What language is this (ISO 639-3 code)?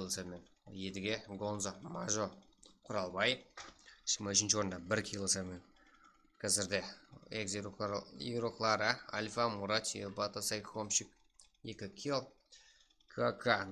kaa